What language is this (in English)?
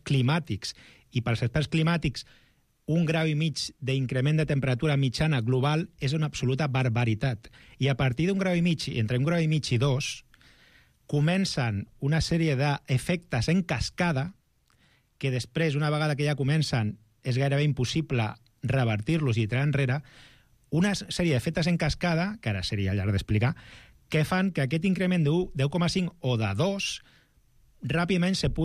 Catalan